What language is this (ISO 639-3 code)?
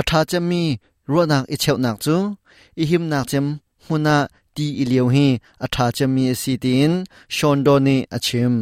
cnh